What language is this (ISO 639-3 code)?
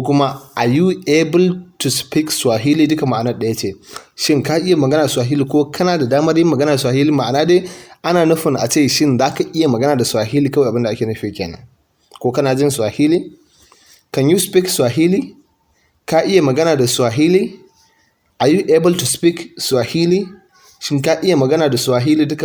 hau